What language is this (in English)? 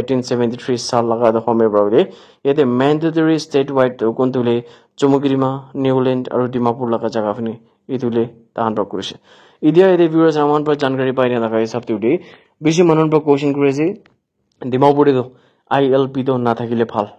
Naga Pidgin